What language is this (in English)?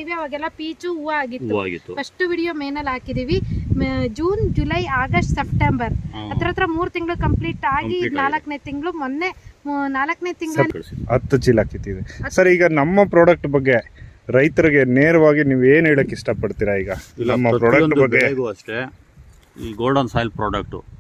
Kannada